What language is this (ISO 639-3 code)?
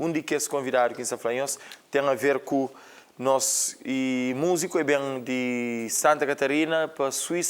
kea